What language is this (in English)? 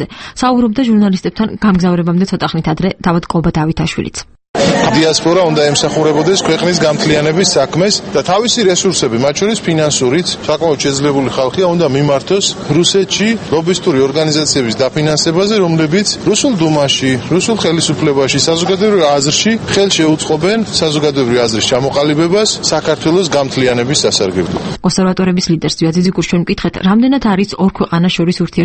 Georgian